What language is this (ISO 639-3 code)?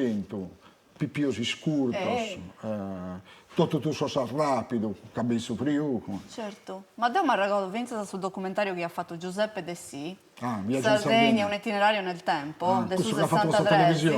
srd